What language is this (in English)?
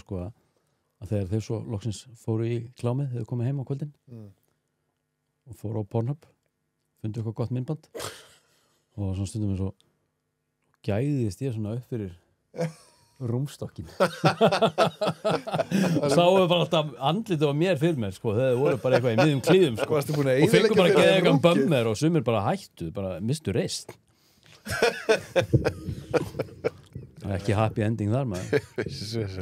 Icelandic